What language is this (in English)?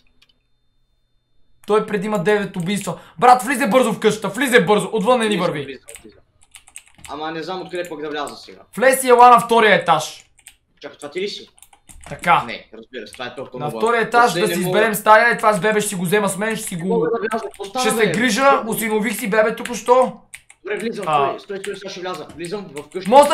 Bulgarian